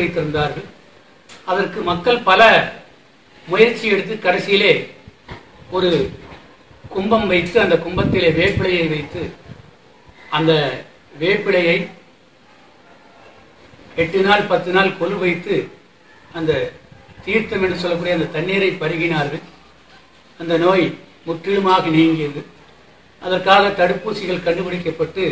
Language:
Tamil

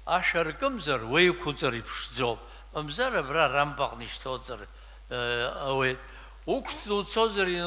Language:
Abkhazian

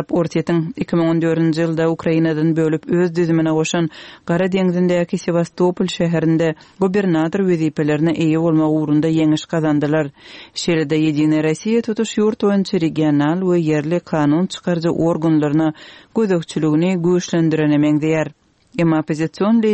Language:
Kyrgyz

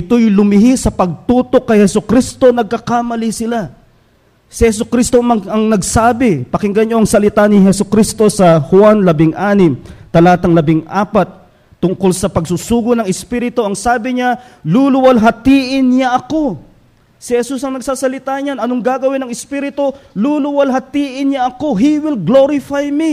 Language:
Filipino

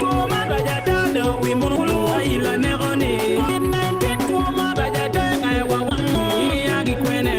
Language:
Acoli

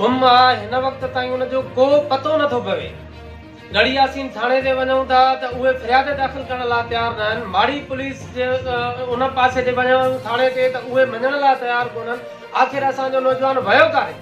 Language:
Sindhi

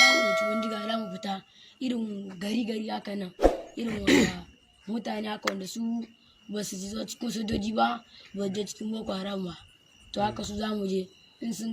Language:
Hausa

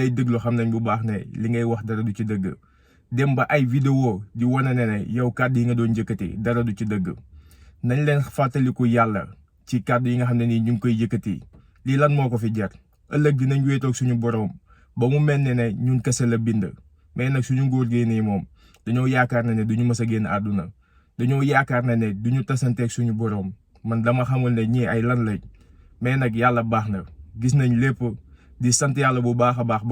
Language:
Wolof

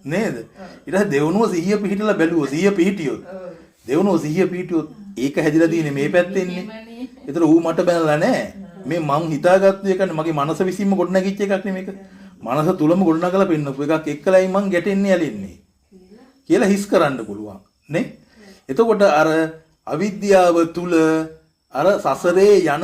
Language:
Sinhala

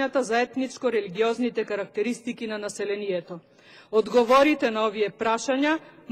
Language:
Macedonian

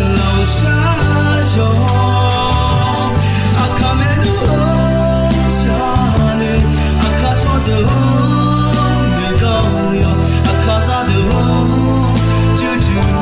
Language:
Akha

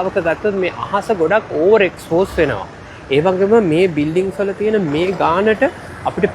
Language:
Sinhala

